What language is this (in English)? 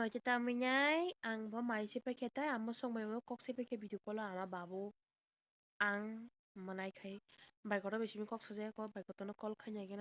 Kok Borok